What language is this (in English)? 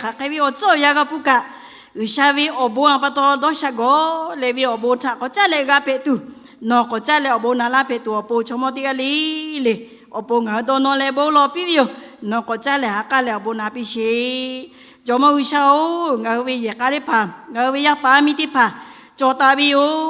Lahu